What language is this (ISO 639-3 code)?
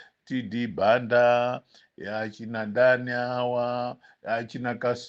nya